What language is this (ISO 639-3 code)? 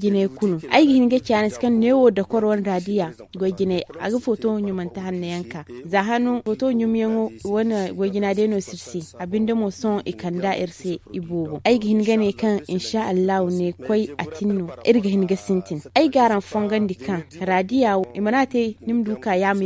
dje